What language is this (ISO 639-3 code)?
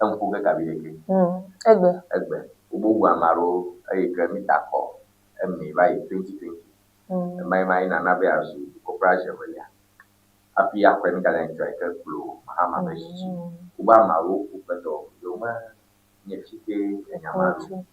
ewe